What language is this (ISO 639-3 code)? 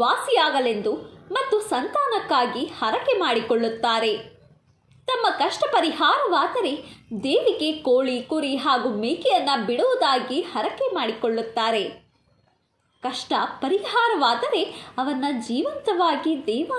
kan